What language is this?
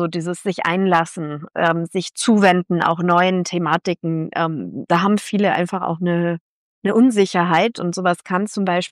German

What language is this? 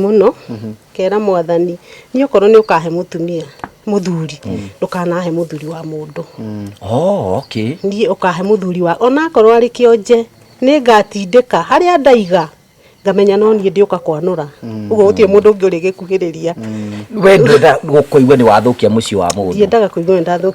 Kikuyu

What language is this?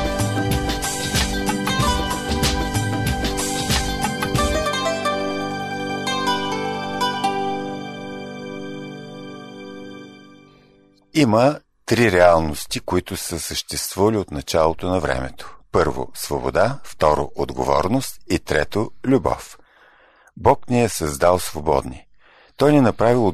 Bulgarian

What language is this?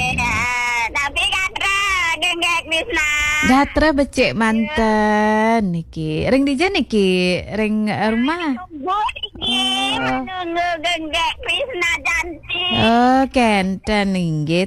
Balinese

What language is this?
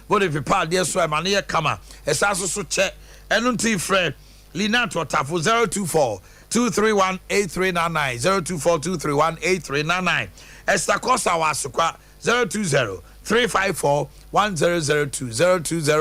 Akan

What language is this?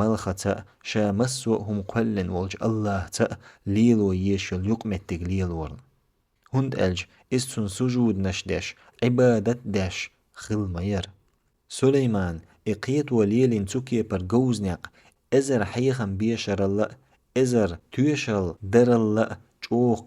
Chechen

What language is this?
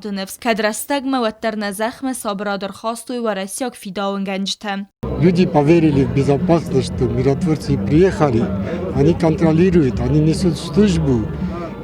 Ossetic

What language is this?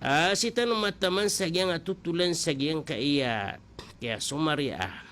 Maranao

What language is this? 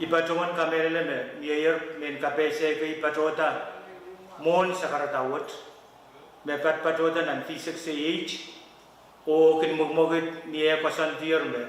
Pohnpeian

